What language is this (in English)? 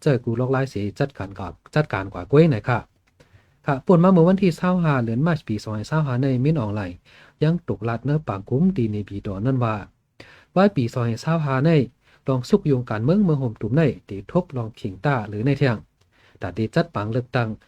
Shan